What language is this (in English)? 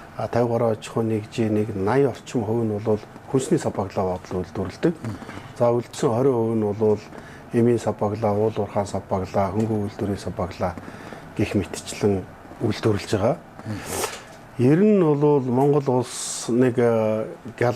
Mongolian